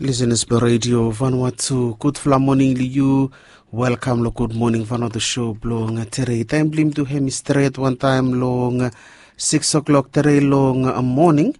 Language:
Bislama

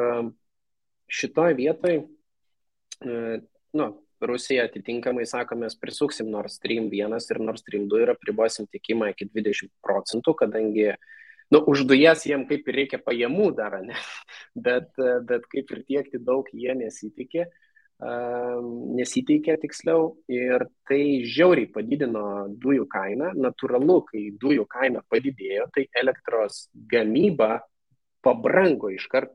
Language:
Lithuanian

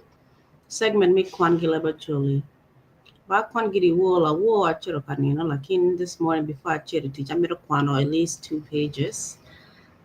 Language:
Acoli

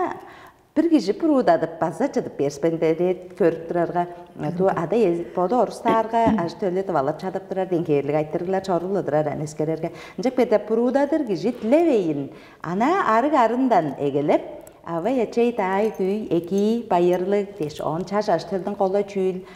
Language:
Tuvinian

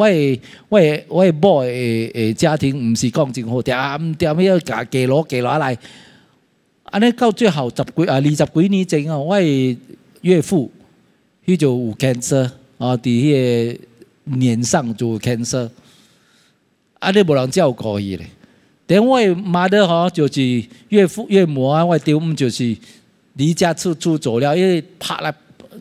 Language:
Min Nan Chinese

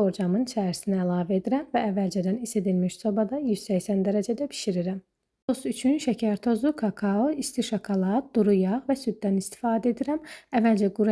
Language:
Azerbaijani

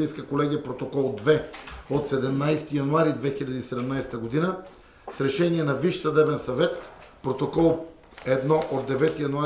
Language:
Bulgarian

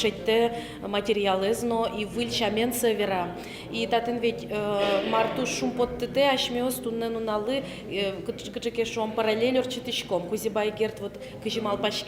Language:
Udmurt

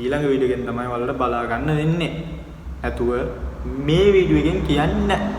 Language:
Sinhala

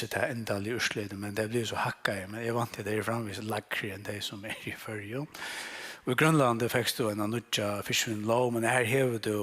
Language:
Faroese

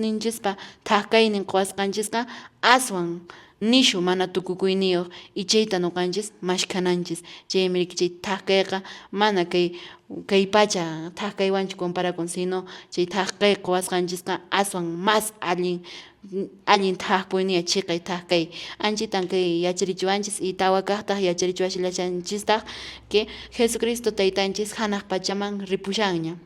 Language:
Quechua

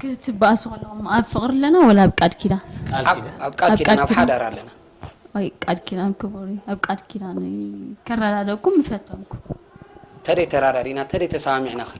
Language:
Tigrinya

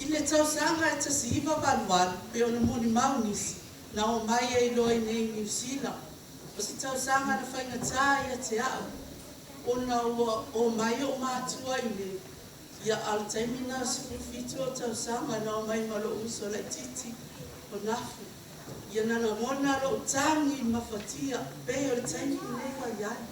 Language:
Samoan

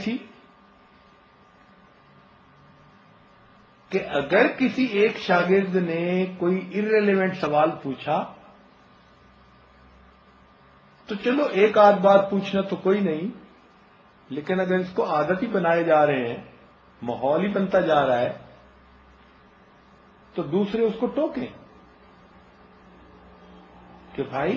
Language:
Urdu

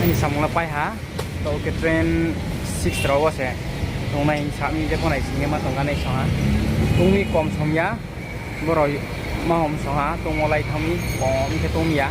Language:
Riang (India)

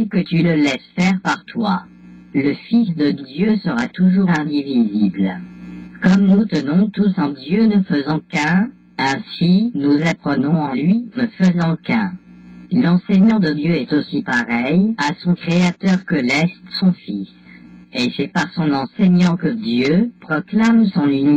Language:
French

